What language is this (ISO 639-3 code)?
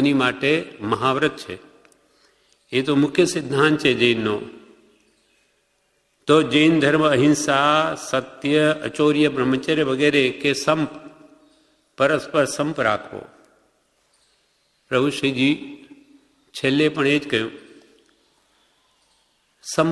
guj